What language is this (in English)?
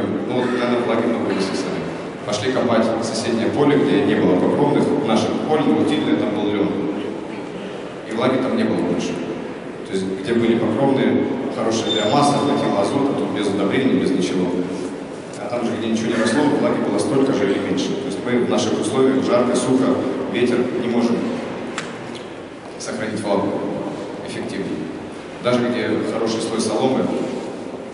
Russian